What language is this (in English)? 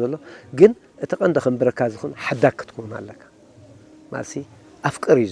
Tigrinya